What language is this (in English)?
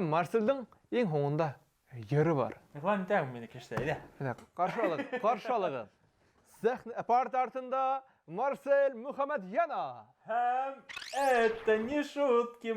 Bashkir